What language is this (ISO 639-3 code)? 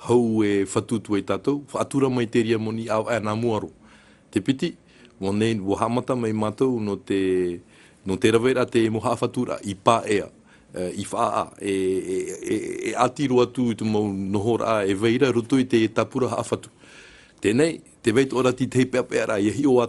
tah